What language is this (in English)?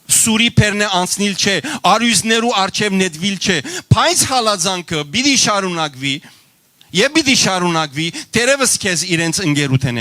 Western Armenian